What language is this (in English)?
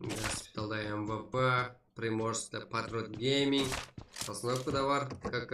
Kara-Kalpak